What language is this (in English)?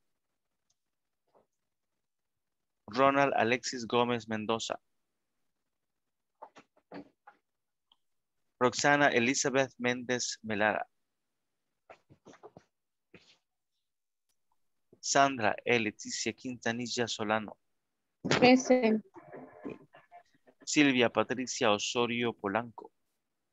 Spanish